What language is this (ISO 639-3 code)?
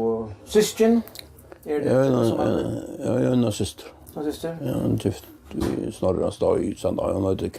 fao